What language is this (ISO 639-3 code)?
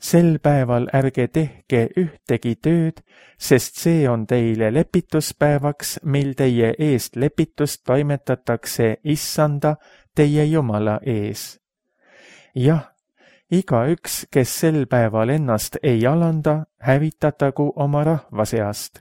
est